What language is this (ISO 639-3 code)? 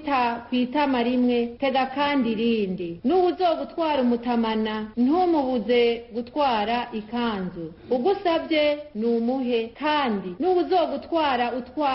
run